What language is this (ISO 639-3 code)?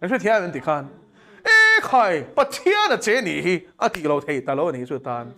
lus